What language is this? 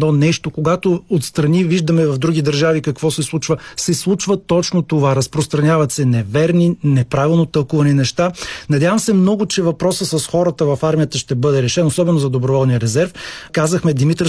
Bulgarian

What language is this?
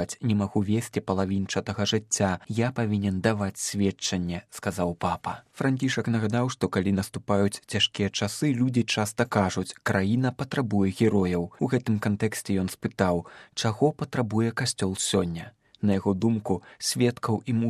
Belarusian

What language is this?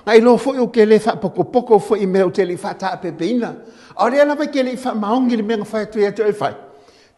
Samoan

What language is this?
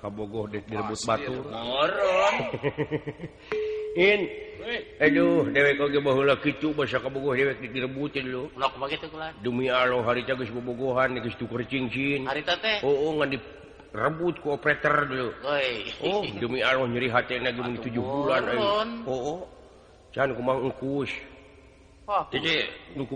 Sundanese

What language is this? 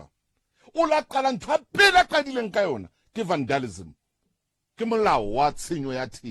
Southern Sotho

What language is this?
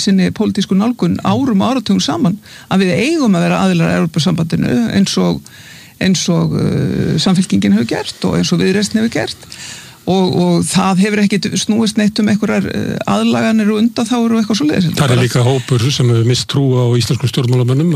Icelandic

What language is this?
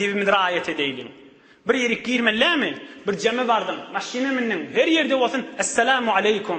Turkmen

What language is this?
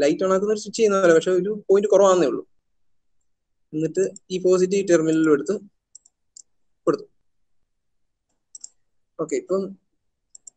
Malayalam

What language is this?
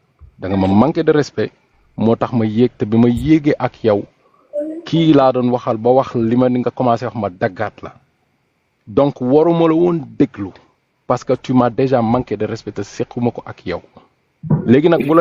Wolof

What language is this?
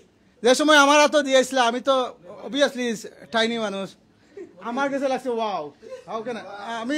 Sylheti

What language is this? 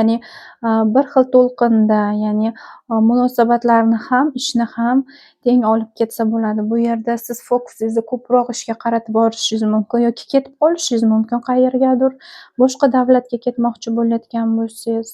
Uzbek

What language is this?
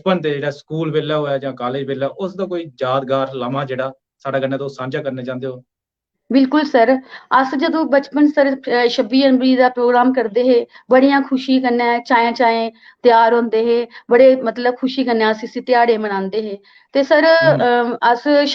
Dogri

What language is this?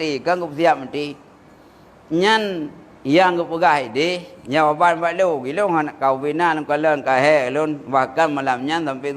Achinese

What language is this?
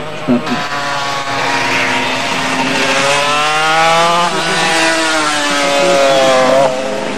Croatian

